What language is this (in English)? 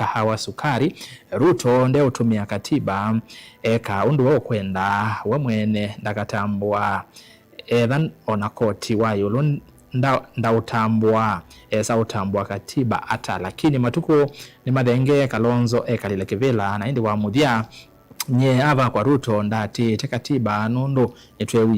Kamba